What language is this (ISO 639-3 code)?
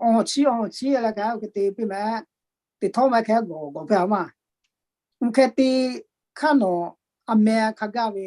lhu